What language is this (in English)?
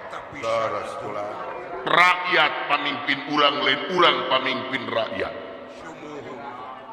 Sundanese